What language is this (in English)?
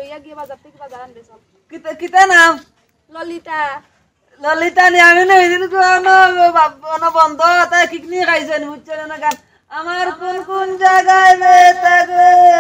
Sylheti